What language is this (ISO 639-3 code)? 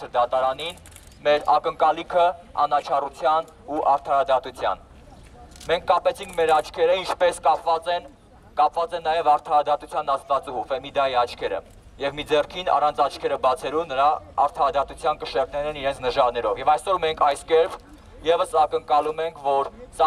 hye